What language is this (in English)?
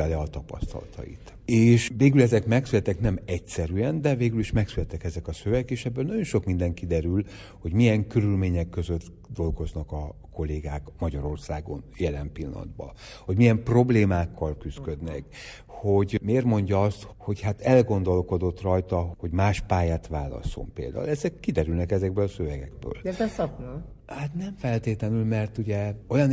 Hungarian